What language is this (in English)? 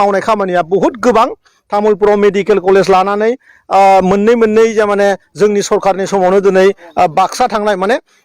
Bodo